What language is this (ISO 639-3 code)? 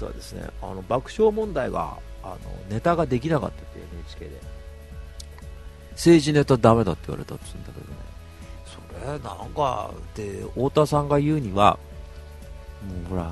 jpn